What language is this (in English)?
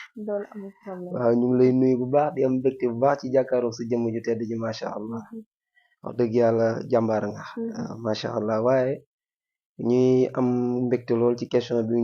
Wolof